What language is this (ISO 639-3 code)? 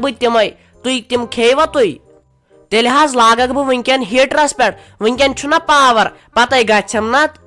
kas